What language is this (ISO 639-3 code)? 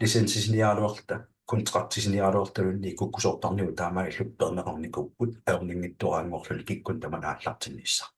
kal